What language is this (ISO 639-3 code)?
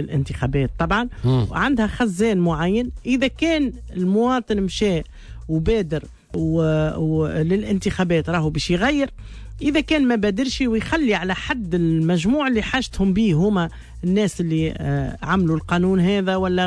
aeb